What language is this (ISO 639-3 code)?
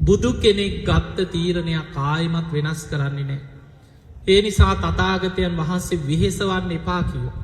sin